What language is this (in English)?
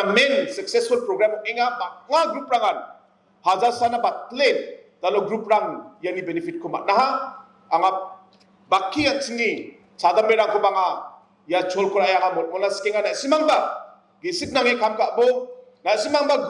Garo